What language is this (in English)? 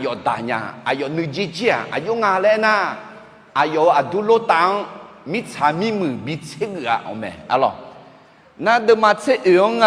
Akha